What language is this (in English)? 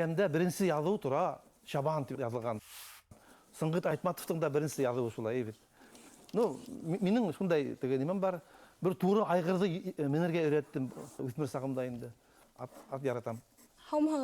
Bashkir